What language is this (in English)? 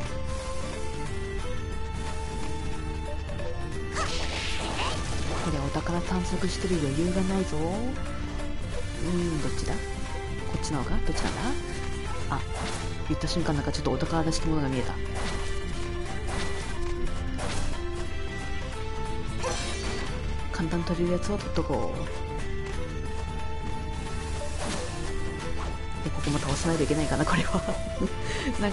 Japanese